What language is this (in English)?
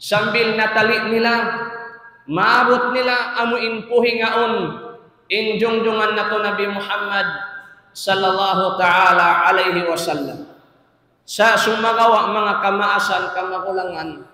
Tausug